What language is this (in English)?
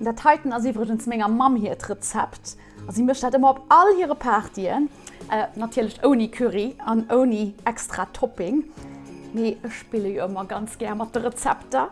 Luxembourgish